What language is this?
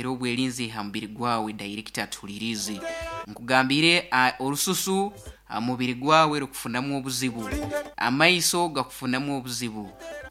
Nyoro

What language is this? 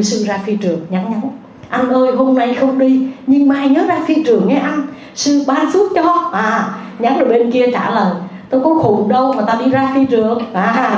Vietnamese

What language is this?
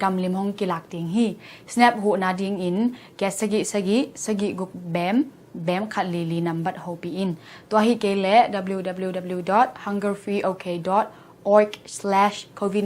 Tedim Chin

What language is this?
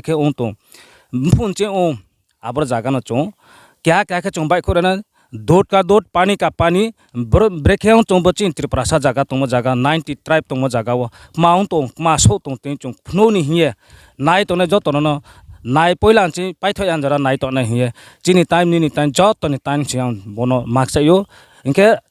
Riang (India)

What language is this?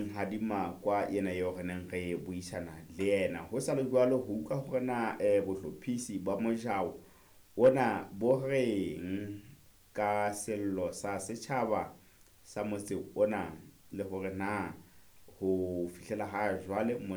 Southern Sotho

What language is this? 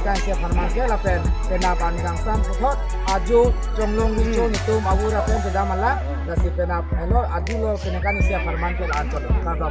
Karbi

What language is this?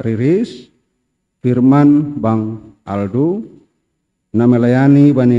Batak Simalungun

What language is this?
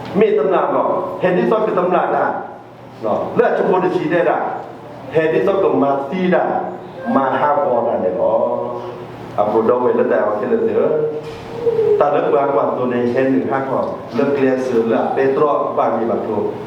S'gaw Karen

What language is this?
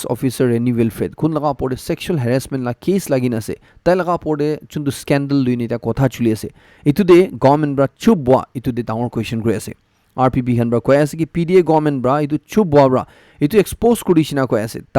Naga Pidgin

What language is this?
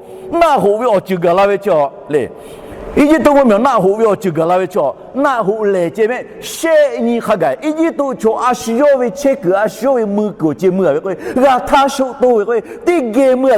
Lahu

